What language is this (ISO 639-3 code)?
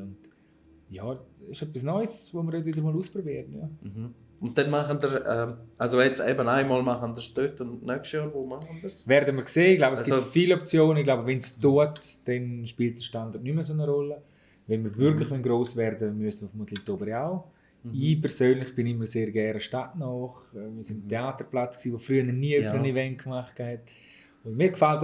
gsw